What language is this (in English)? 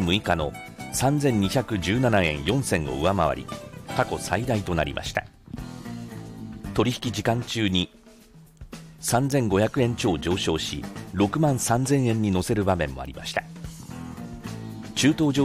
Japanese